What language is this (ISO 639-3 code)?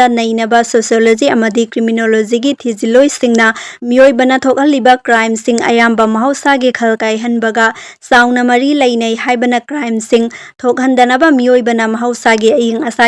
mni